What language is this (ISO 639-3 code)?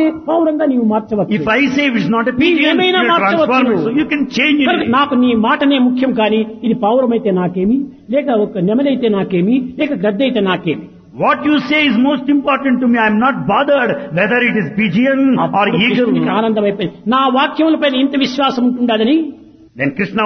tel